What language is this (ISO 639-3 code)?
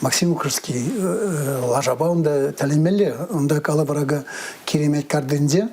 chv